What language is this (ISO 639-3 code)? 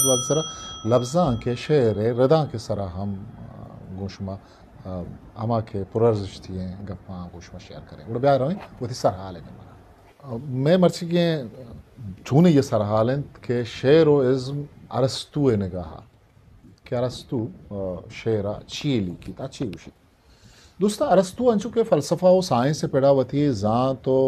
bal